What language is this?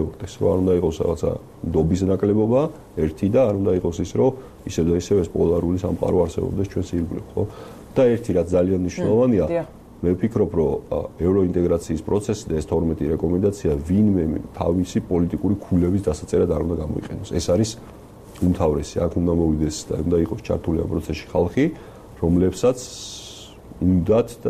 Georgian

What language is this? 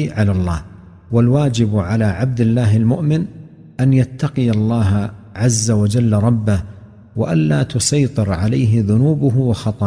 Arabic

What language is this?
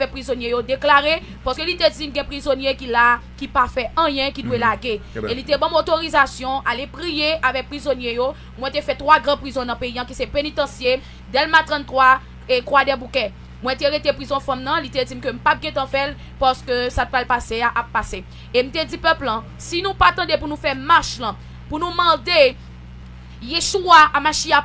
Haitian Creole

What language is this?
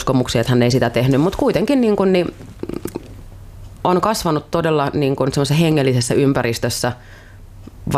Finnish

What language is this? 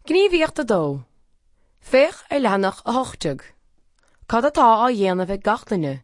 Irish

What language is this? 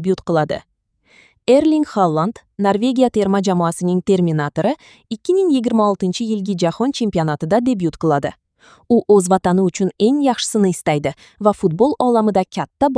Uzbek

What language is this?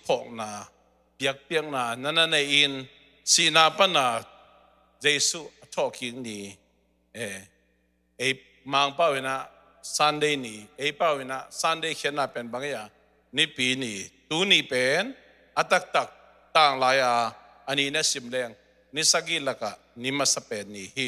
Tedim Chin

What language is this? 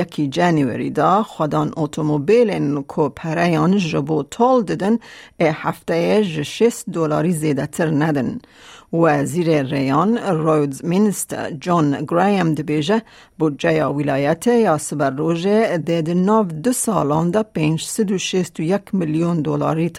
Kurdish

